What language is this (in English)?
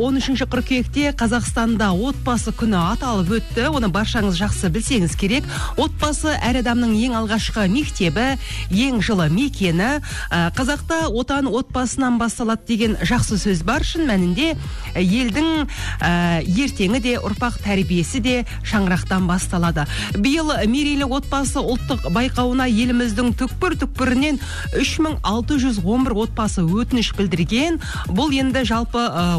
Kazakh